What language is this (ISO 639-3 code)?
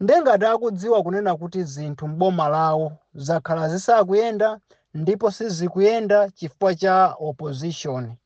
nya